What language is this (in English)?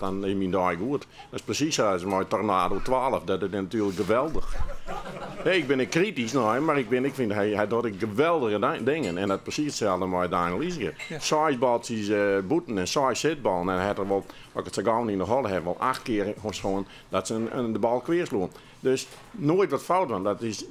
Western Frisian